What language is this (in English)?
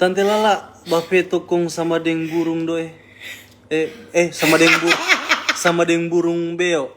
Manado Malay